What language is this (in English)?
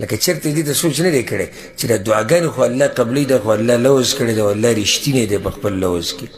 Pashto